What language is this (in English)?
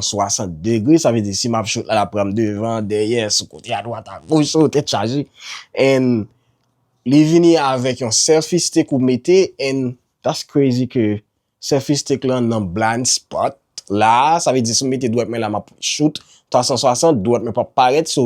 Haitian Creole